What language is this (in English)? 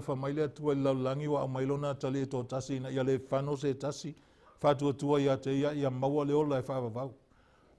Samoan